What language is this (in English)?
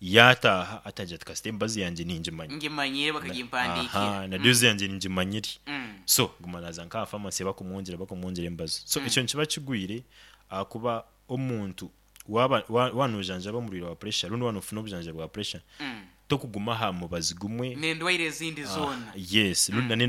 Nyoro